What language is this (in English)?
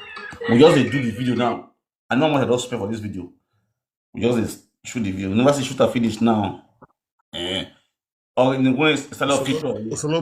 Nigerian Pidgin